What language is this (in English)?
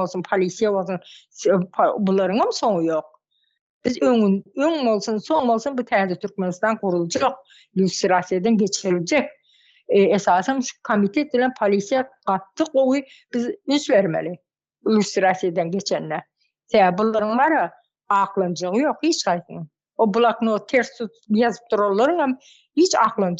Turkmen